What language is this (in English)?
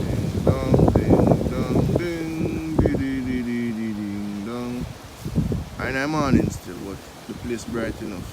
Jamaican Creole English